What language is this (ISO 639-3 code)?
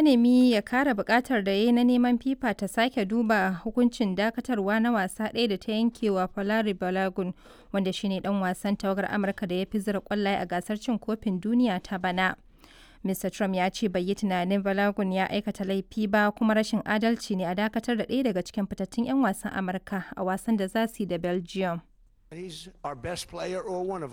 hau